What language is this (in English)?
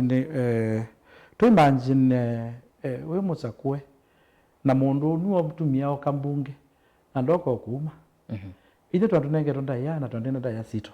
Kamba